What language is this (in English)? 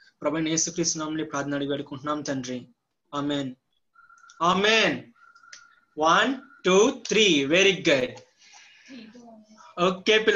Telugu